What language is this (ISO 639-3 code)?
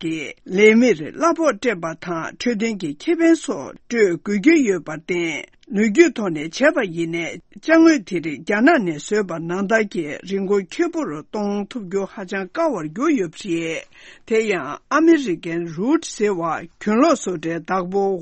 bod